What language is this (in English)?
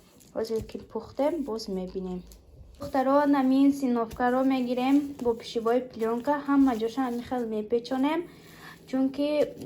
Tajik